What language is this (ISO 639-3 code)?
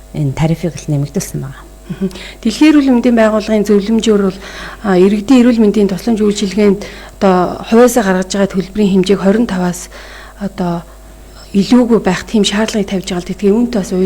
mon